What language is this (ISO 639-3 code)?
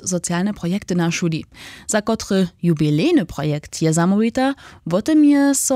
hsb